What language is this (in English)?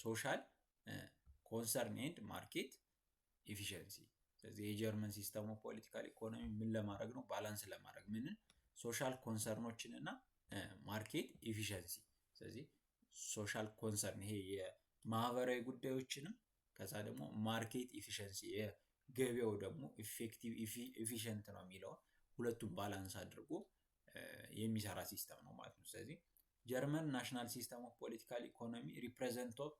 Amharic